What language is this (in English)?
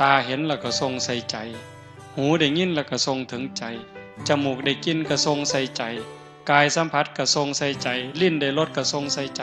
Northeastern Thai